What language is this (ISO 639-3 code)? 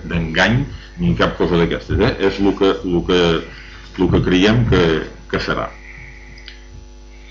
cat